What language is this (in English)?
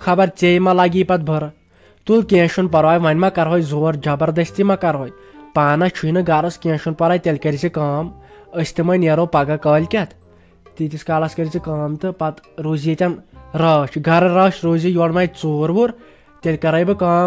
Kashmiri